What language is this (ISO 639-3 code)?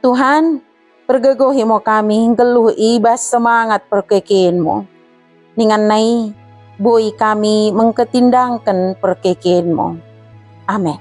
btd